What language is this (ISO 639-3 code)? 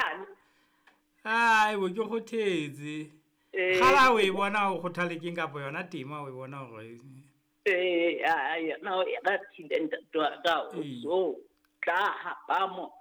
sot